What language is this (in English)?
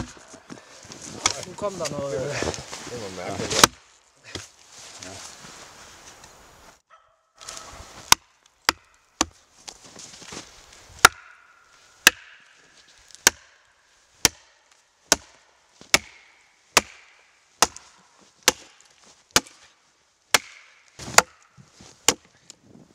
Danish